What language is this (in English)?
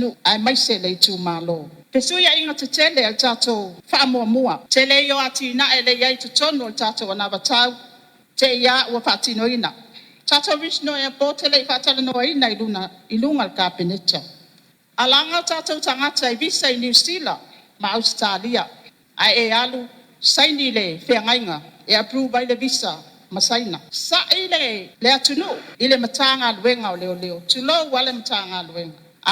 Samoan